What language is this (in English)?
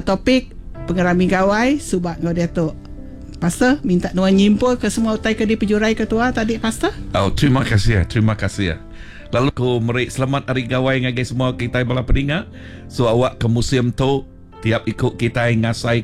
Iban